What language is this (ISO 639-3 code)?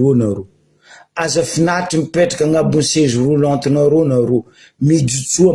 mlg